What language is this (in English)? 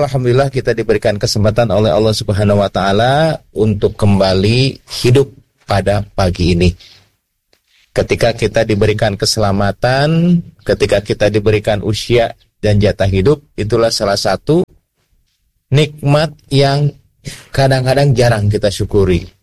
Indonesian